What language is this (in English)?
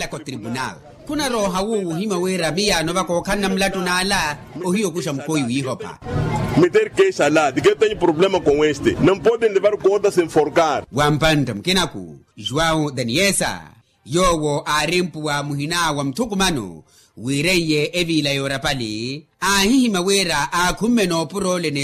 Makhuwa